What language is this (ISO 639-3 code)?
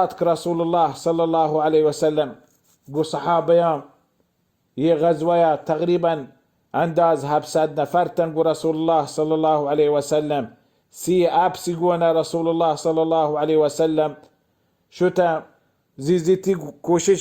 bal